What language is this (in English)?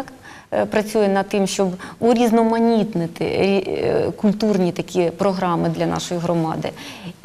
Ukrainian